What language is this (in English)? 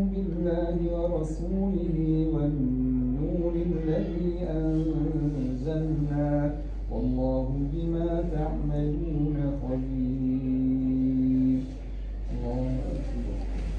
Arabic